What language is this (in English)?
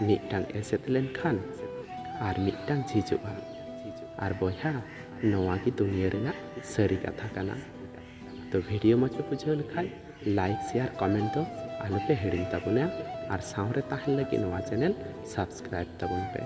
Santali